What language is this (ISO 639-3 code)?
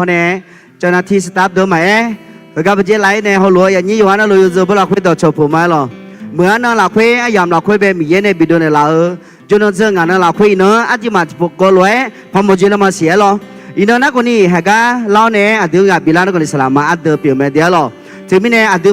ahk